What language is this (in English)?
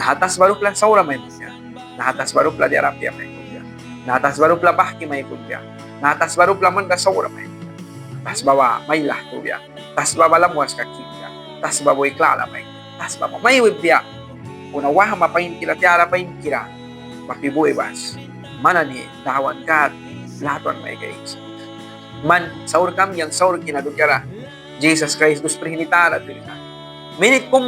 Mískito